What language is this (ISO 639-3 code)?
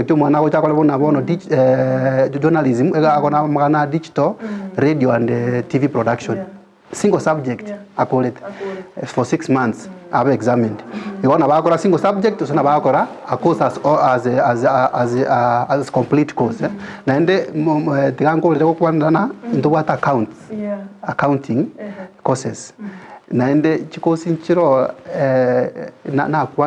guz